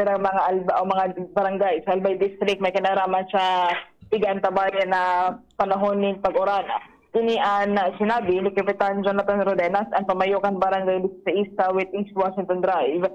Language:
Bikol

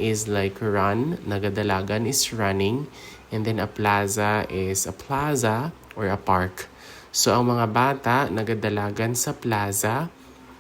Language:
Hiligaynon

